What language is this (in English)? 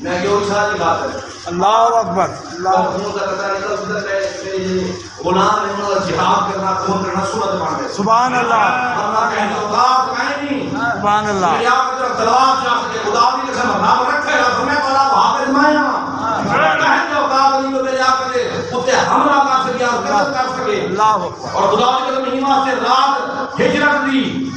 Saraiki